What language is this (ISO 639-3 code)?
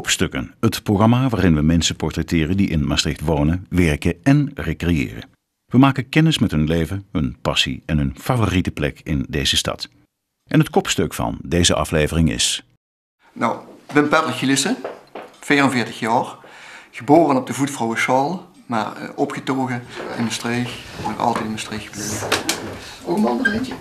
lim